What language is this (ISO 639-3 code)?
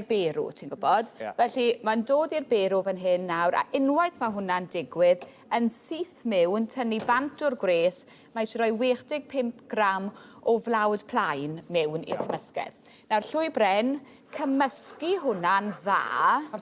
cym